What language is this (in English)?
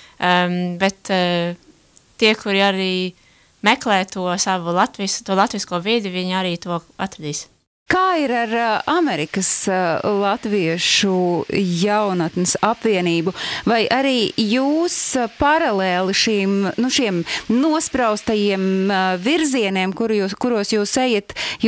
Latvian